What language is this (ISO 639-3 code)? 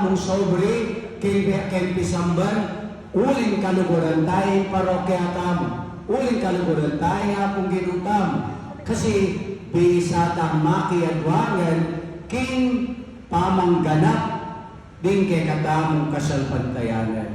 pam